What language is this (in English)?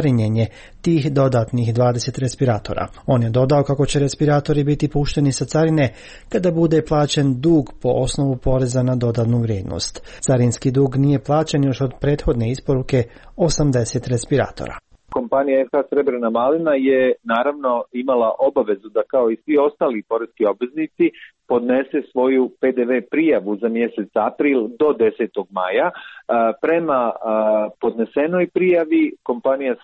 Serbian